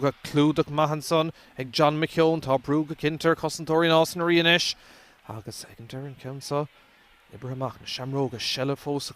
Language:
Irish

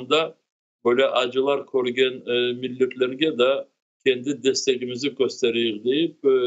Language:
Crimean Tatar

